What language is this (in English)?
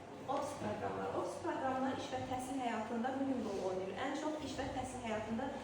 Azerbaijani